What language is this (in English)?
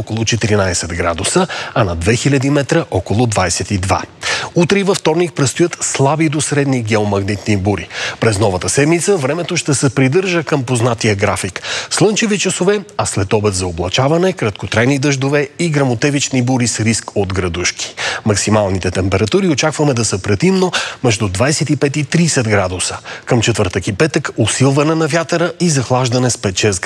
Bulgarian